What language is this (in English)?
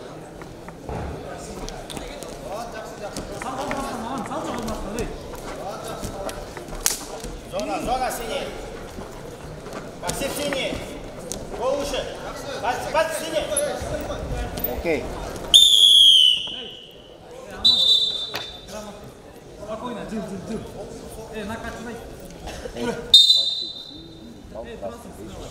Kazakh